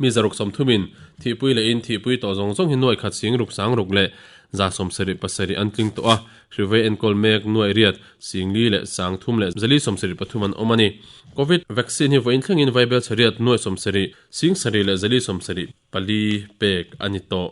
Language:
Mizo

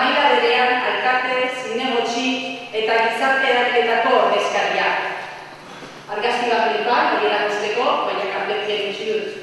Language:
Basque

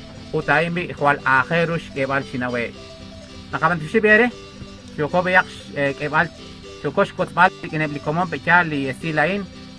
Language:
Kekchí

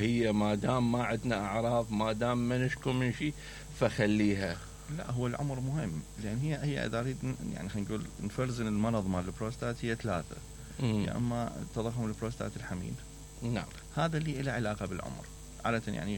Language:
Mesopotamian Arabic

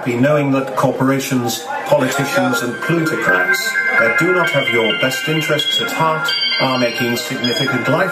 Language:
English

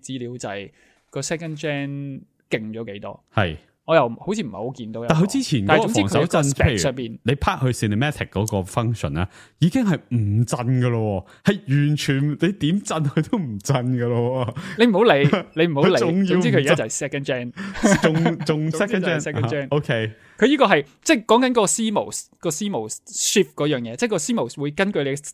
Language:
Cantonese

